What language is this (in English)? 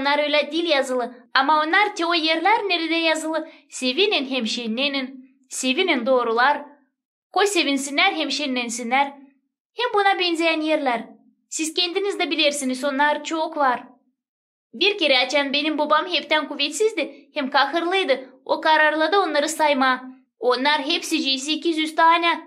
Gagauz